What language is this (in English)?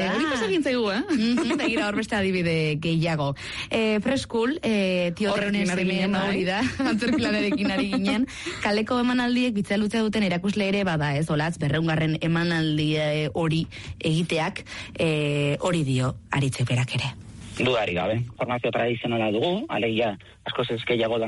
Basque